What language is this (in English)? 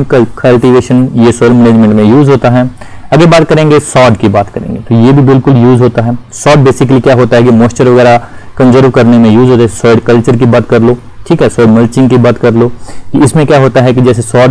Hindi